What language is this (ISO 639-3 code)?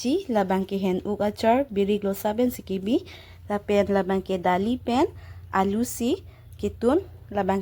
mjw